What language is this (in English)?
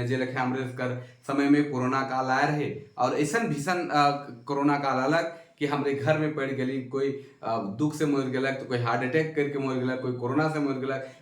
Sadri